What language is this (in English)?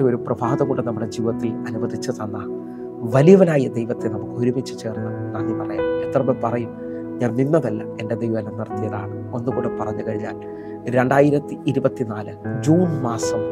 Malayalam